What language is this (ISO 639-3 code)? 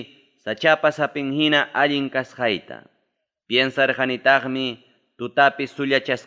quy